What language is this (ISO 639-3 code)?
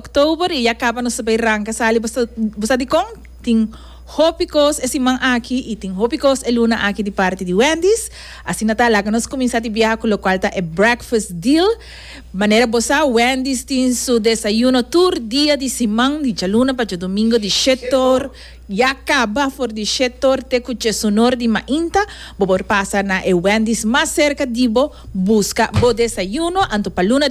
pap